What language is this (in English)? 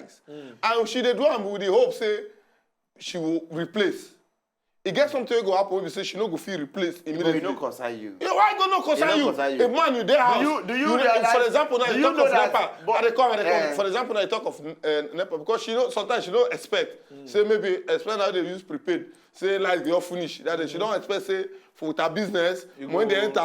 Nigerian Pidgin